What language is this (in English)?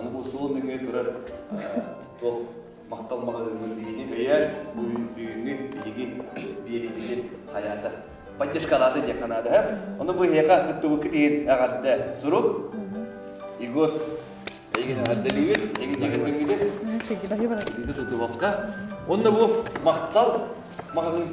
Yakut